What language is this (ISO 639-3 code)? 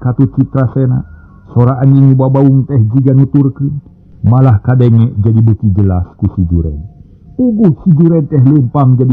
sun